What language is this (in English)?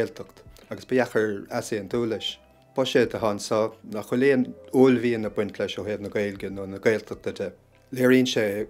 Irish